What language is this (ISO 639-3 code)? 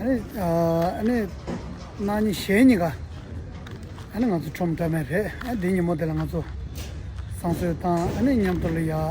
bod